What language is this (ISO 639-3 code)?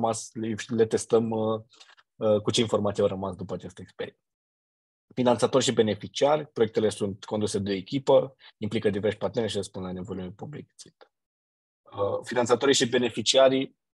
ron